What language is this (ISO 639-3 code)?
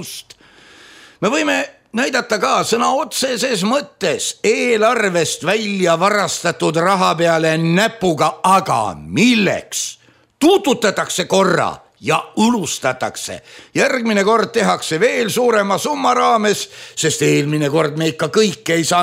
est